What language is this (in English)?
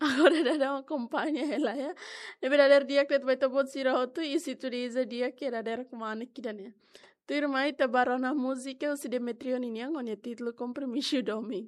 Tetum